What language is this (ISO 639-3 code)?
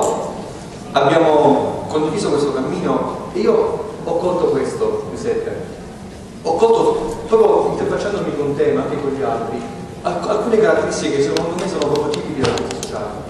ita